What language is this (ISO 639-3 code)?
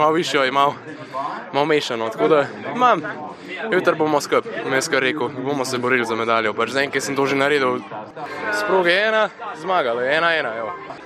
slv